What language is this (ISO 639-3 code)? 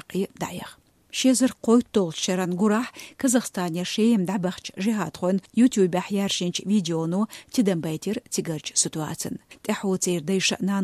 che